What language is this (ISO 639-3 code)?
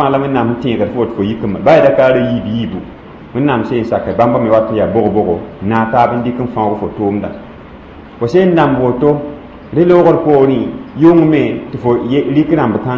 mos